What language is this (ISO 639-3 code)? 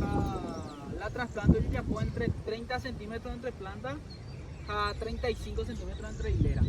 grn